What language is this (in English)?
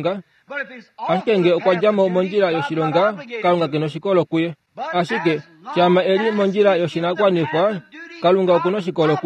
Kuanyama